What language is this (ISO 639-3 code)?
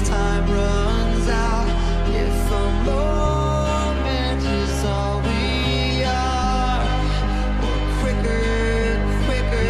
eng